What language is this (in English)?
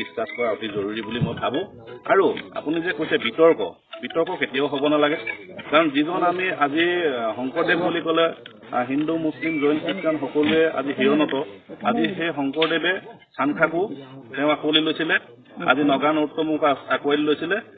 Assamese